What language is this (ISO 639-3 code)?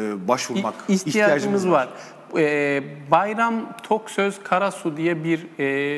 tur